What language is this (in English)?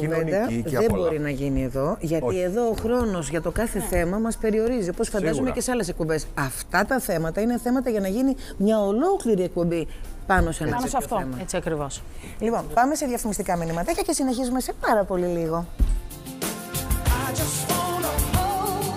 Greek